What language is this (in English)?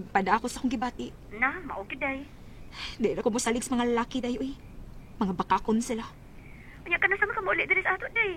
Cebuano